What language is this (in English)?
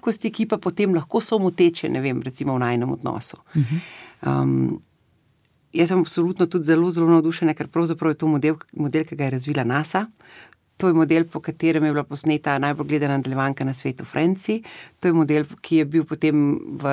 Slovenian